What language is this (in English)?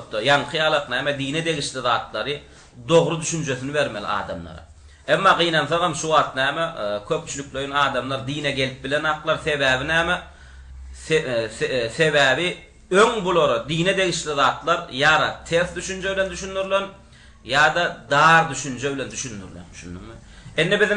Turkmen